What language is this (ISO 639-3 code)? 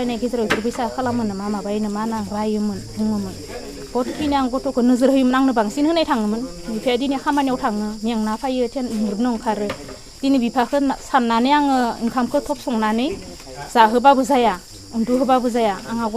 brx